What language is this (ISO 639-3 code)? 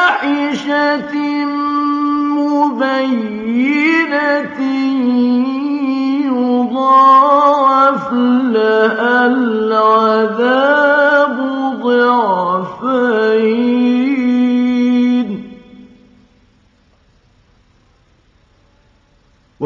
ara